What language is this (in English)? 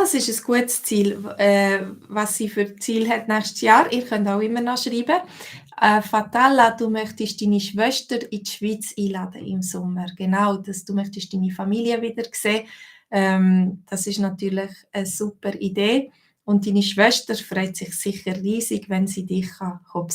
Swiss German